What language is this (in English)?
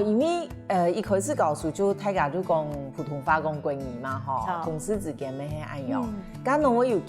Hakka Chinese